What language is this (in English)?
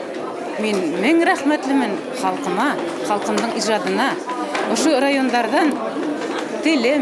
Bashkir